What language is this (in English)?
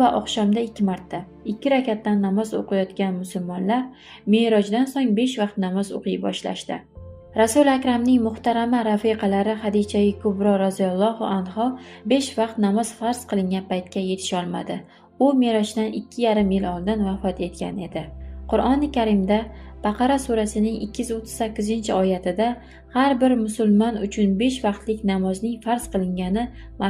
Uzbek